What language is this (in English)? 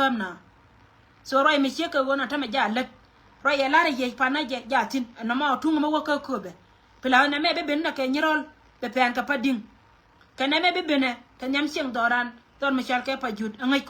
Nuer